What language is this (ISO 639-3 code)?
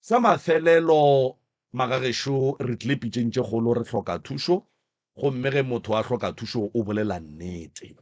nso